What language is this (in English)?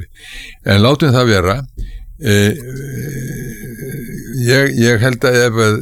Icelandic